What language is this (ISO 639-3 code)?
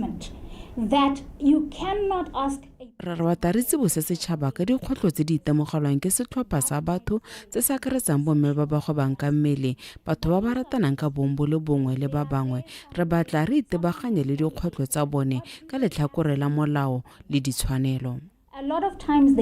tsn